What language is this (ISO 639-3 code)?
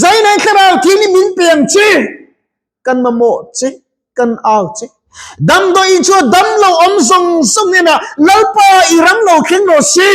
lus